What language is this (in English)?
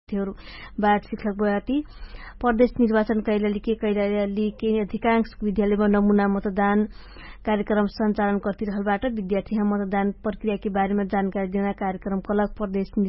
Dangaura Tharu